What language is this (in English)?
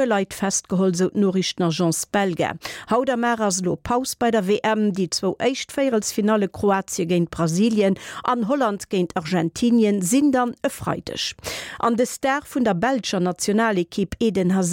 Luxembourgish